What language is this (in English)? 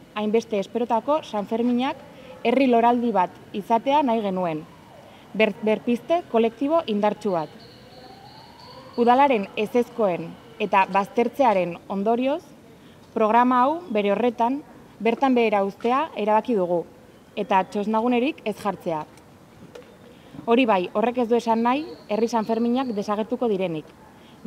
Basque